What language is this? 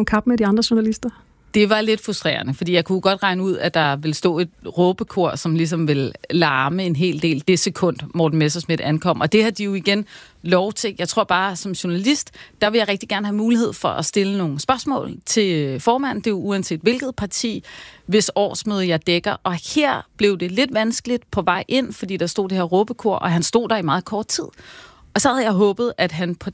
Danish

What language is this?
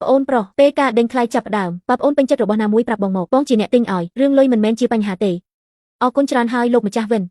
Khmer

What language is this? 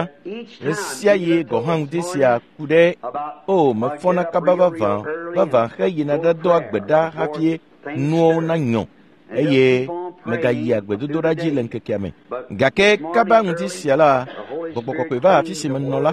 Ewe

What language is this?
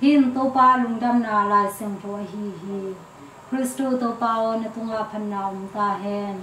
Tedim Chin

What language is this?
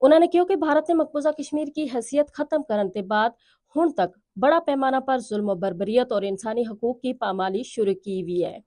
Gujari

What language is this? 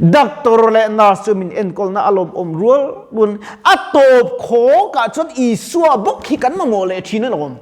Mizo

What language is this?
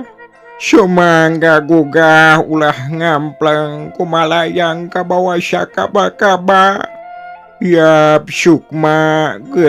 Sundanese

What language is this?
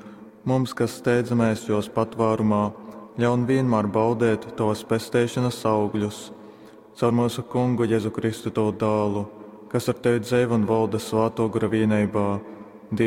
Latgalian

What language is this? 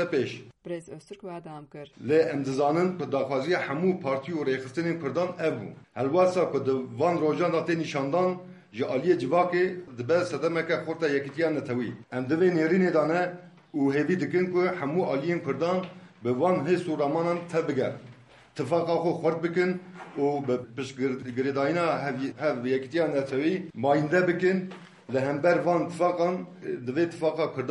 Kurdish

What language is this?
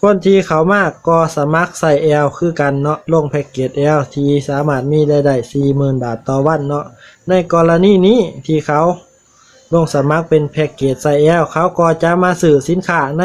Lao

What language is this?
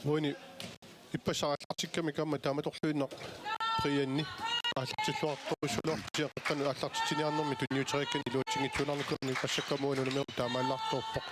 Kalaallisut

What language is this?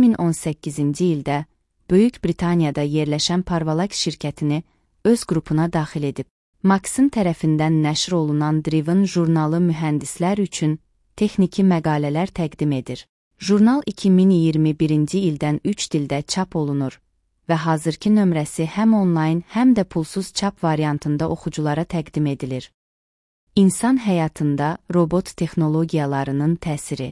Azerbaijani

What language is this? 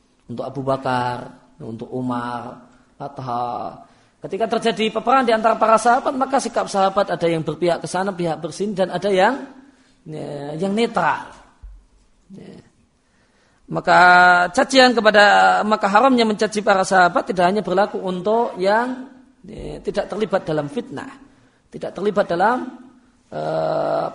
Indonesian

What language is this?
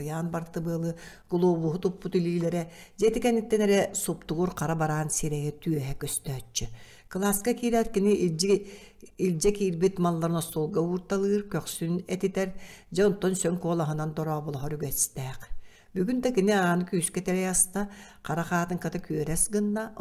Yakut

